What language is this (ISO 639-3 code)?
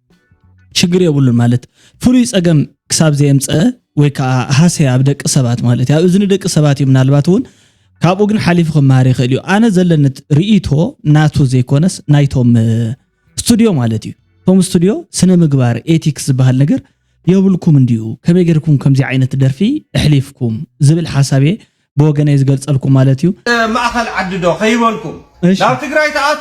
tir